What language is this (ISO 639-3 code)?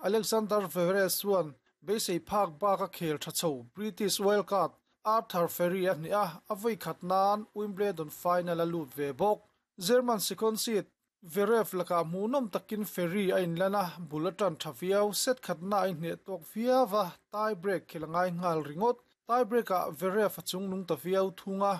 lus